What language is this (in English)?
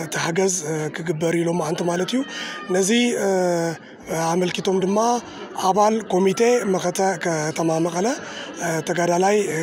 Tigrinya